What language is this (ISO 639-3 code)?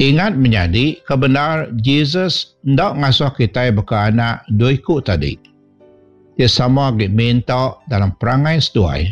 iba